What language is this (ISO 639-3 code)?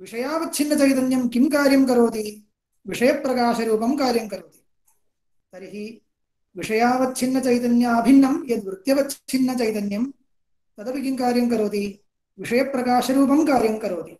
san